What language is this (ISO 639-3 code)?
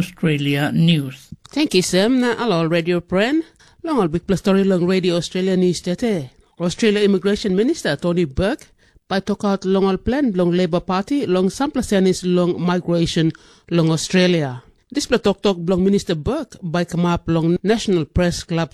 tpi